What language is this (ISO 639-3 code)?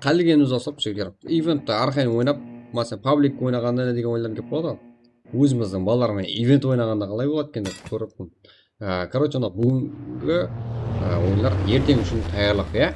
kaa